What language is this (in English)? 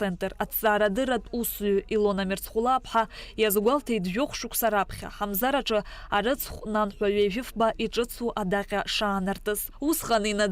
Abkhazian